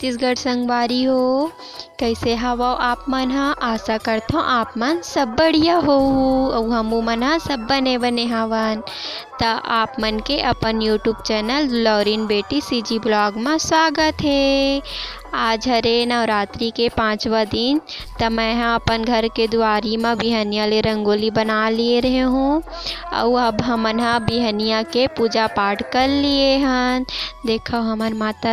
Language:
Chhattisgarhi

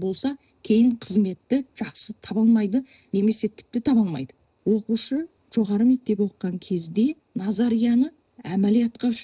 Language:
Kazakh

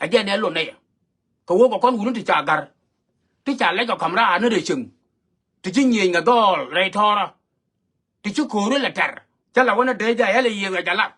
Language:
Nuer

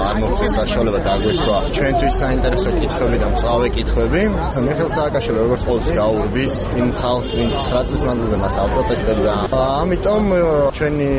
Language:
Georgian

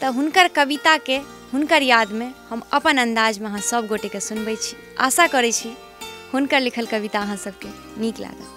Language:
Maithili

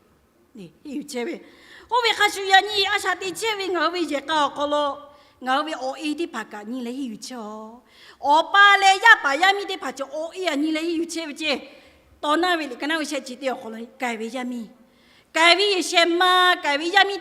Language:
Lahu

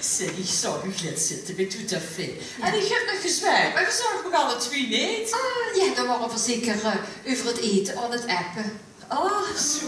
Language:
Limburgish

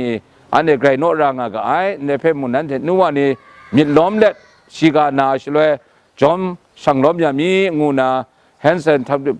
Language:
Kachin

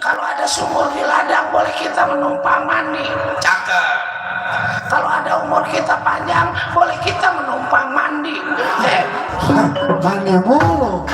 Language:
Betawi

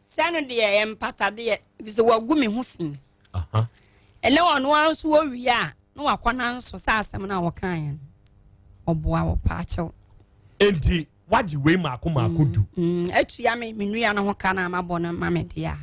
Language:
Akan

